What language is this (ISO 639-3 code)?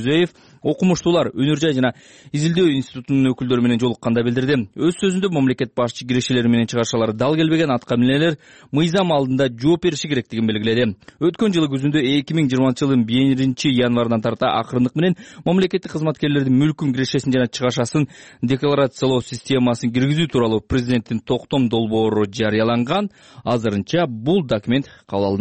kir